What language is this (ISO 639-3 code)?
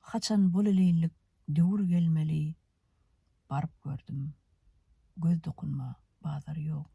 tuk